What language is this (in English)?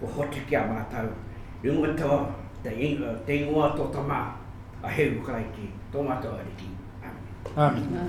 Māori